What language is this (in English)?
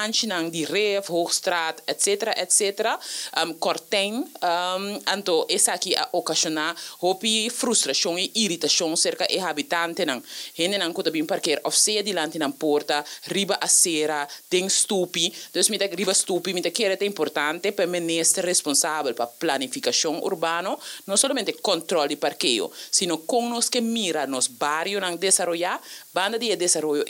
Papiamento